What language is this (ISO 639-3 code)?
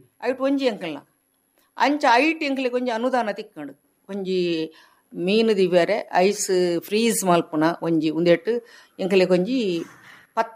tcy